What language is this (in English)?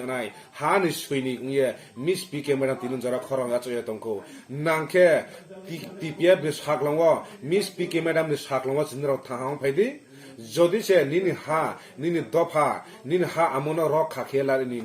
Riang (India)